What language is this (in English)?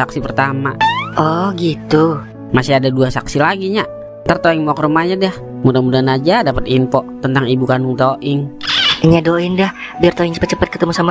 Betawi